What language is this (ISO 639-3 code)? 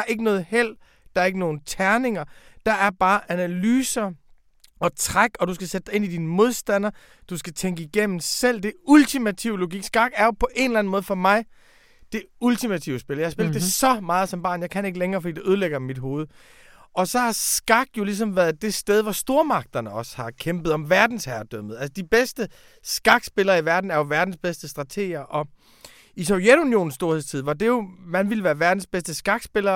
dan